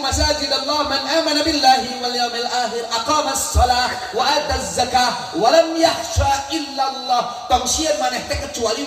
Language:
Sundanese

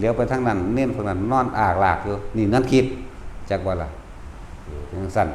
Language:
Lao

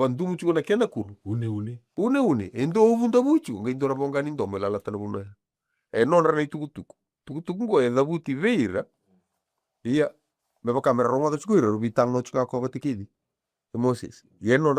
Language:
Fijian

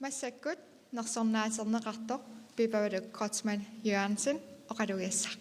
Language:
Kalaallisut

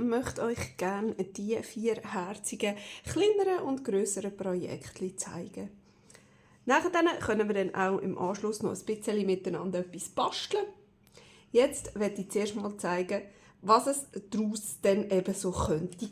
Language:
Swiss German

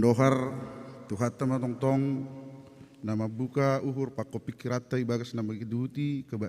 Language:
Batak Simalungun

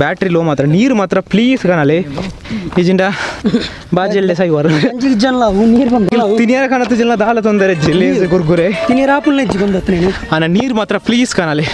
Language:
Tulu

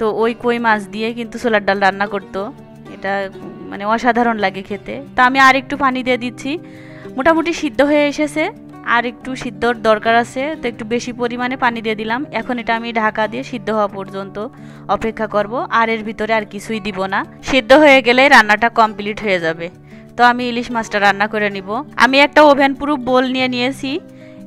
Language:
Bangla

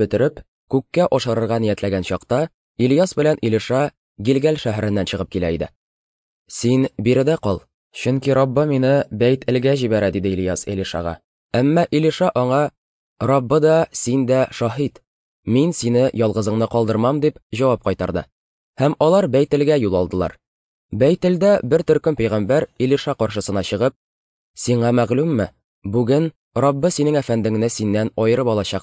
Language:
Tatar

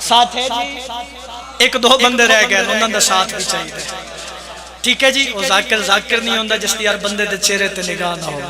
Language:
Pahari-Potwari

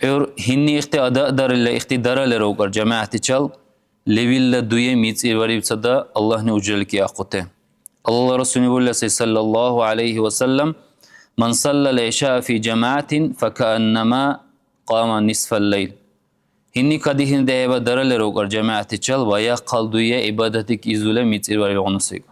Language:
Dargwa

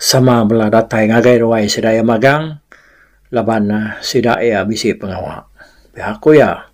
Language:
Iban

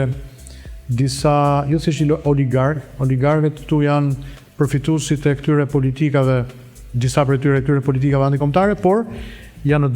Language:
Albanian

